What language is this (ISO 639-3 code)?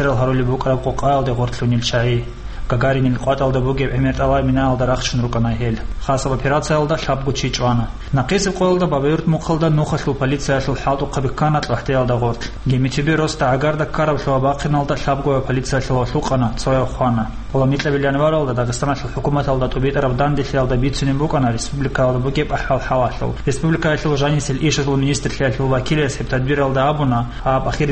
ava